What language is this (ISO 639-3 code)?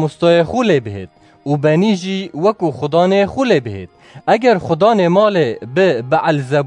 kur